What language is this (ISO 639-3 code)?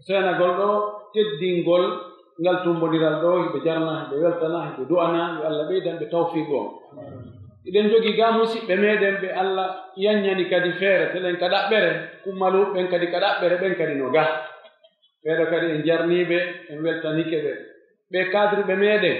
fuf